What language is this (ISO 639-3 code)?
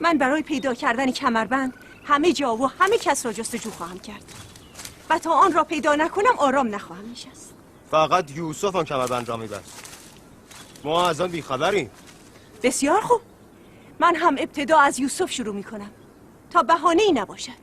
tgk